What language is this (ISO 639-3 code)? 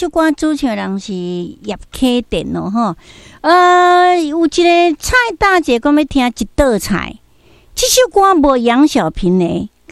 nan